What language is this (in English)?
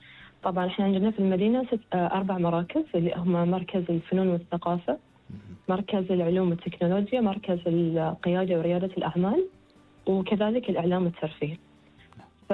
Gulf Arabic